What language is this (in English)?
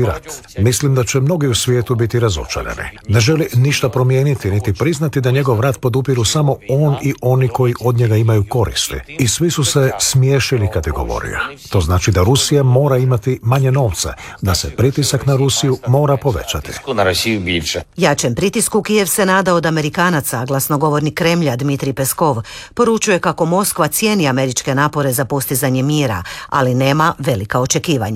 Croatian